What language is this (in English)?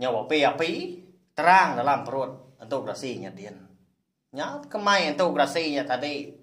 Iban